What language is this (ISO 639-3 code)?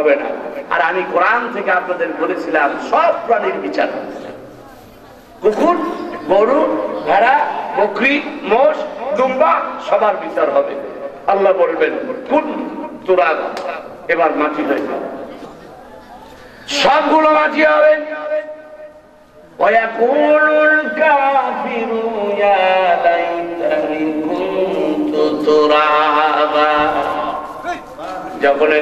ben